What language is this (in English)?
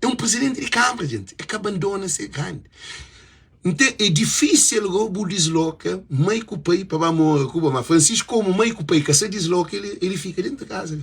Kabuverdianu